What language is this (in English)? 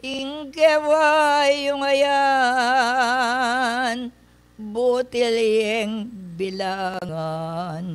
Pampanga